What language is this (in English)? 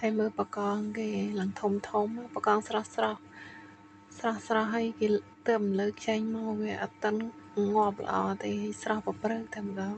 Khmer